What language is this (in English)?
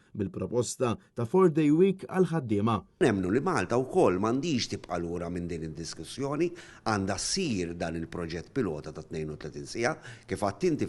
Maltese